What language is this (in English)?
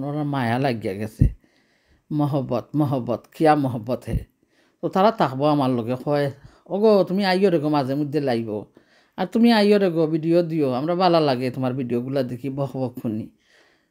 Sylheti